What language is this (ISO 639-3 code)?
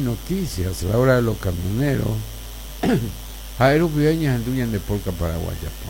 grn